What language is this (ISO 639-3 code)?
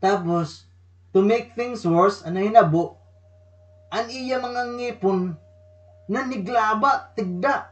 war